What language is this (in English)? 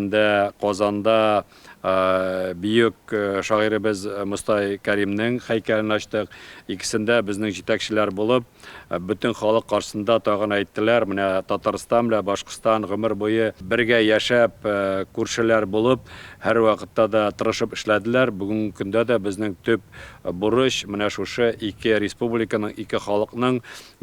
Tatar